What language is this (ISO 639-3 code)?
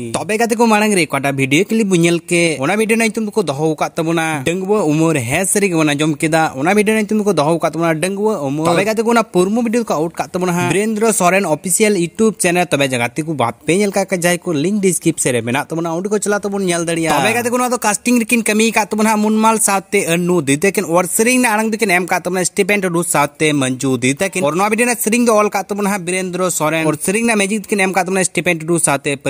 sat